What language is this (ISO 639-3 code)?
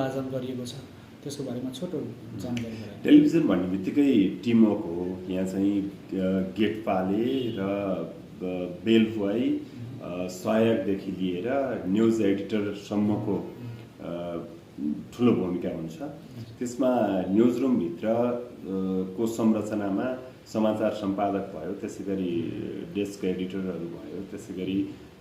nep